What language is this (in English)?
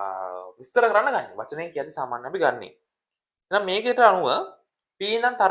Sinhala